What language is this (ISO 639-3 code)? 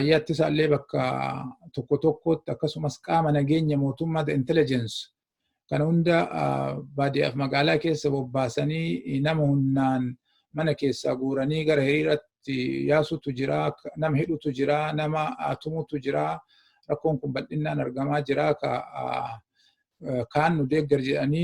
orm